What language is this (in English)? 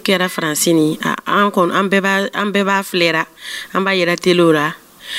Dyula